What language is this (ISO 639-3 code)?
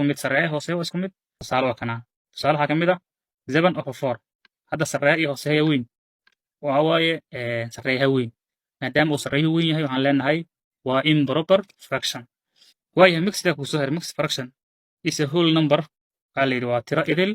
som